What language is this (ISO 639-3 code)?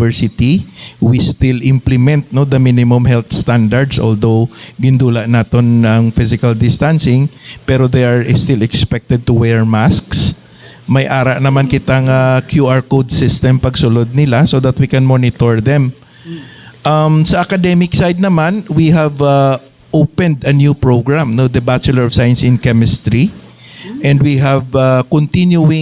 hil